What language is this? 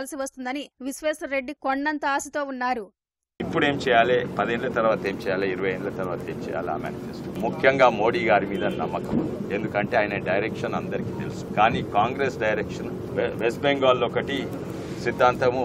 Telugu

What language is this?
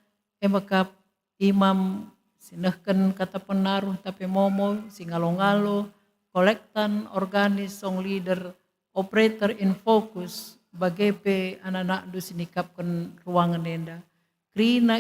Batak Karo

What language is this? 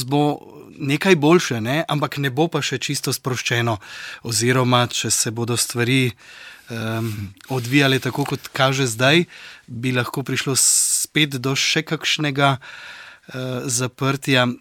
Slovenian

